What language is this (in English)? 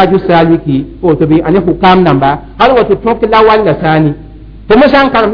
Mossi